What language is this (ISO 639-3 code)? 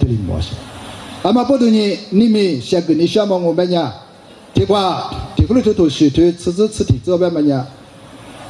lis